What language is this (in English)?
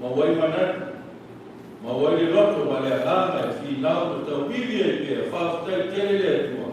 Samoan